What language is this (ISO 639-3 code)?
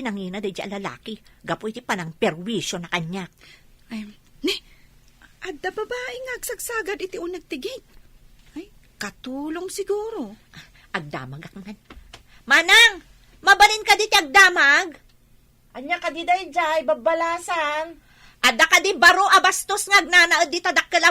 ilo